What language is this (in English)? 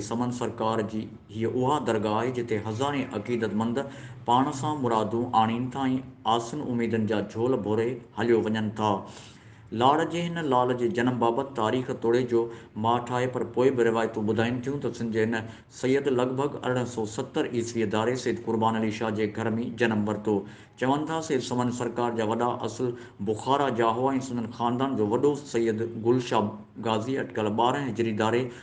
Sindhi